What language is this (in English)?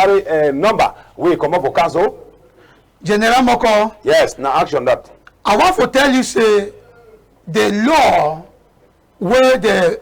Cameroon Pidgin